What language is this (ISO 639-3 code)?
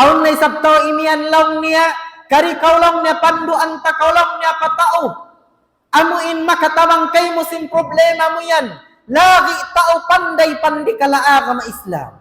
tsg